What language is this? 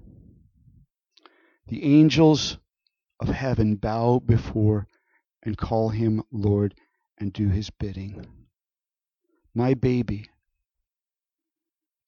English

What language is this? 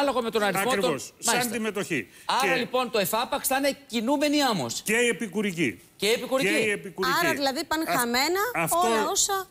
Greek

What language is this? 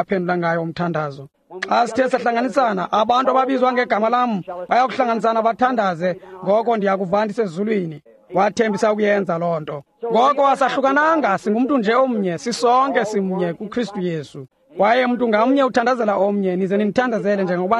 Xhosa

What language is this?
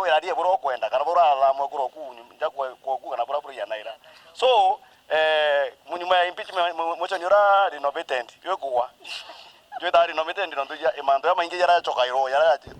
Meru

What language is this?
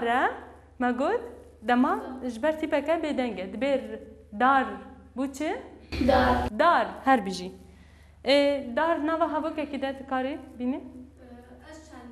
Kurdish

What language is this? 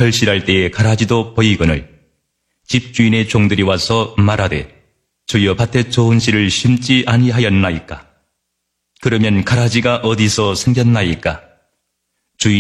Korean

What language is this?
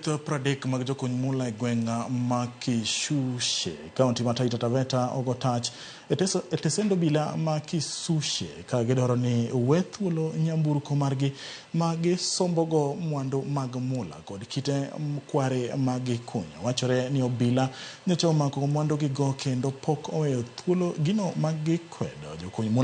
Luo (Kenya and Tanzania)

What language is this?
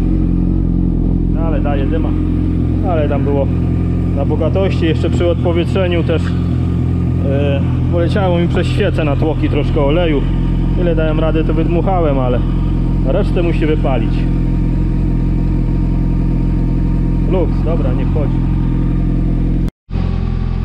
Polish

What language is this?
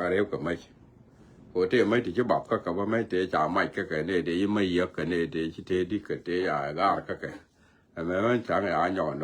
Nuer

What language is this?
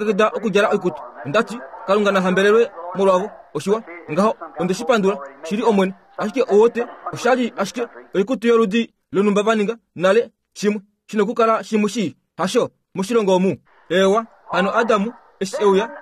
Kuanyama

